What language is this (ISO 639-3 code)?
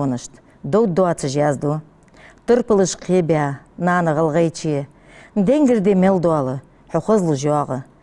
inh